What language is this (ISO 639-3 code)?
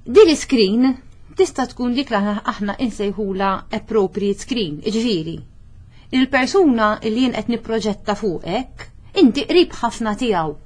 mlt